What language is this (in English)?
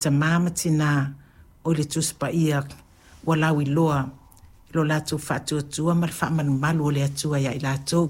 Samoan